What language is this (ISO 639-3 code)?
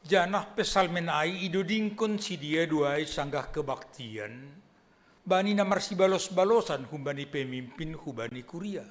bts